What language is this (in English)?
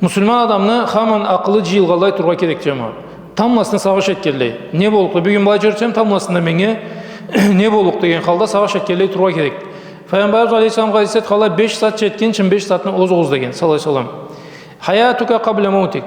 Karachay-Balkar